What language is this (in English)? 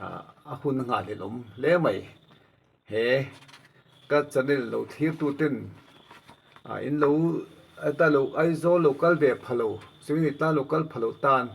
Mizo